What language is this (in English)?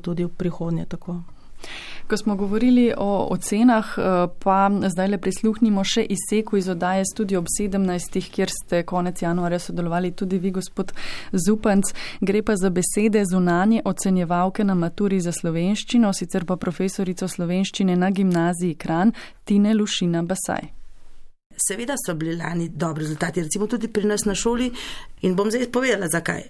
Slovenian